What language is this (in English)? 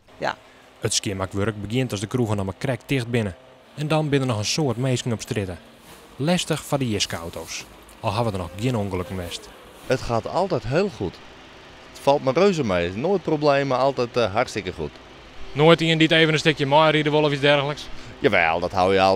Western Frisian